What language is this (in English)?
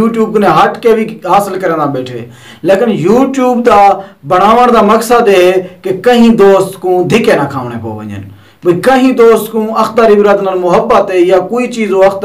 Saraiki